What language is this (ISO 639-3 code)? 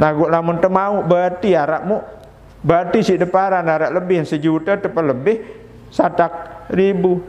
sas